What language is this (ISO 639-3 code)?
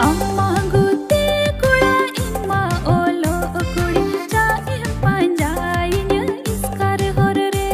sat